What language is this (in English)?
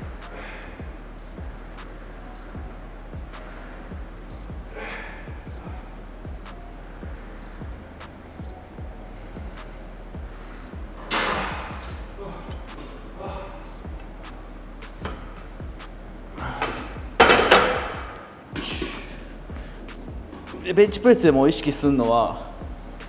Japanese